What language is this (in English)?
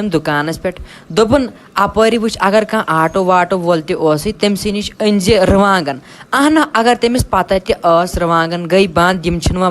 Kashmiri